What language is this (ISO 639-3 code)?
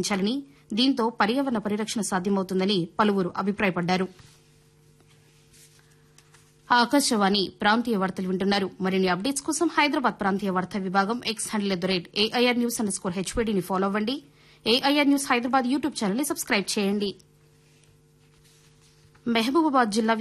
tel